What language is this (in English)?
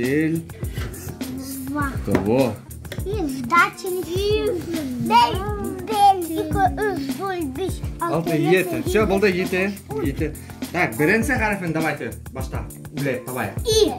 Bashkir